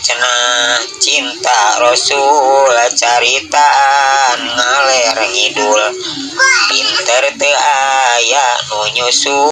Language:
Sundanese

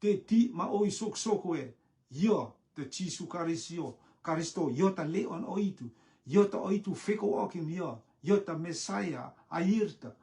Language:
Rotuman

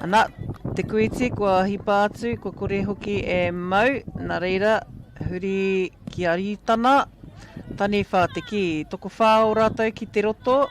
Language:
Māori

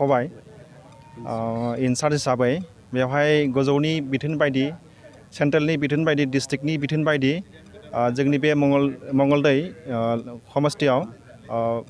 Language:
Bodo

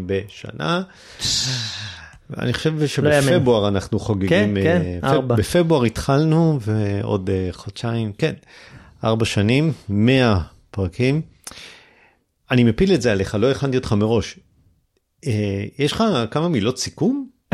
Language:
Hebrew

